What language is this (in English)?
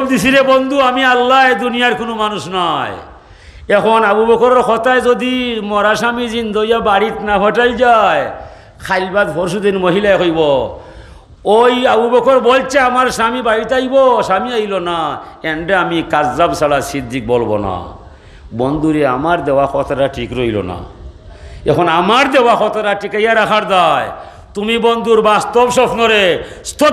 Sylheti